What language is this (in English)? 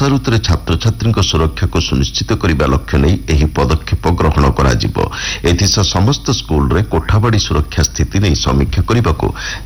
Odia